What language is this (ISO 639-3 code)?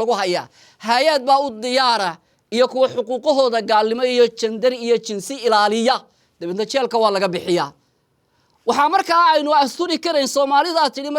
som